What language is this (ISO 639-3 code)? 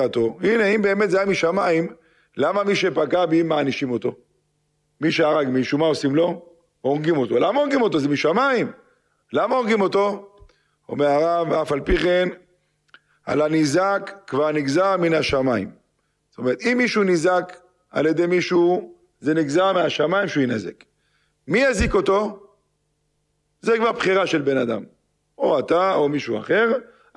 heb